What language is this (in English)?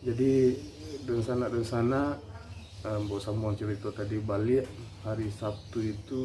Minangkabau